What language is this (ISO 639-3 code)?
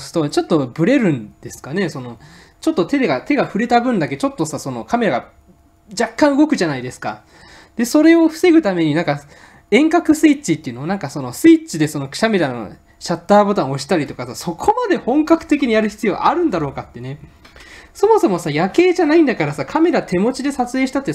jpn